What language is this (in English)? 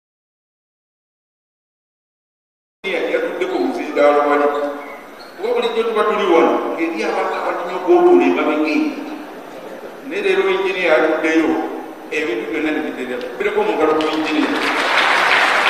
Ganda